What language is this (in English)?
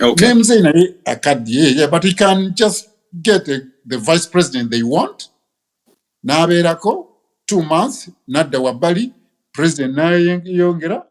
Ganda